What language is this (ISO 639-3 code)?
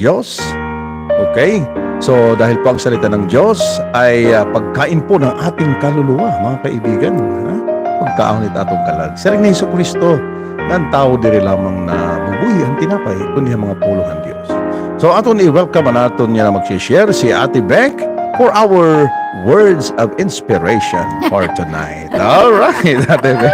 war